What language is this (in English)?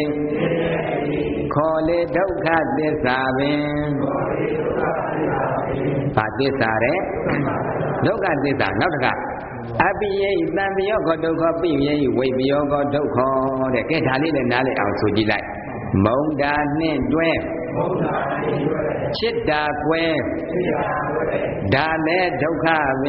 Burmese